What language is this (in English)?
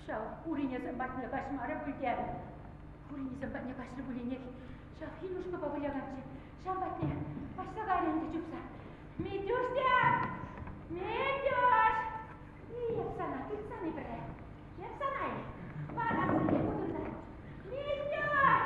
Chuvash